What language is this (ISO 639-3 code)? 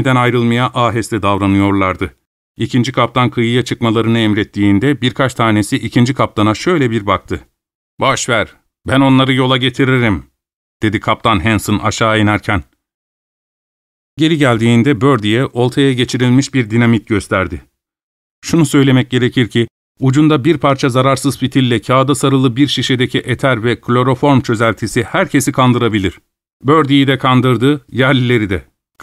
tur